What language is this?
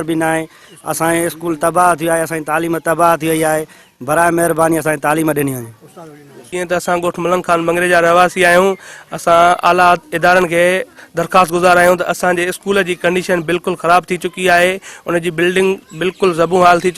Sindhi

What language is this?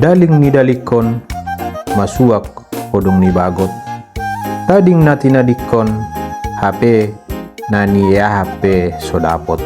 Batak Toba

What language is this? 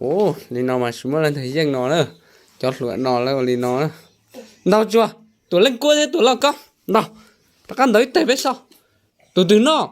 Hmong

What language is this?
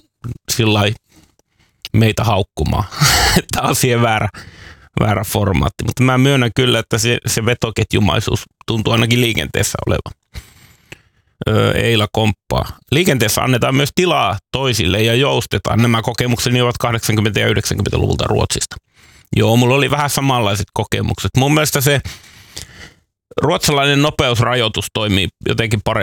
Finnish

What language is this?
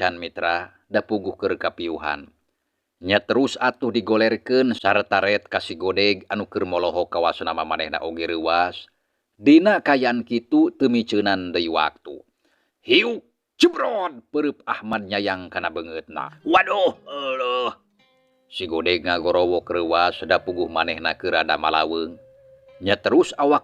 Sundanese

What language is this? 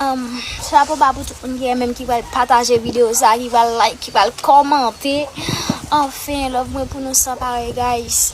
Haitian Creole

